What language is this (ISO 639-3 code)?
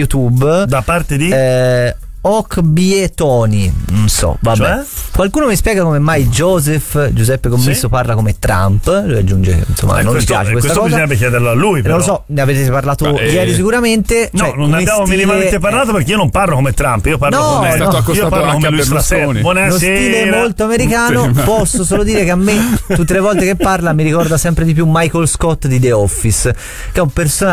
ita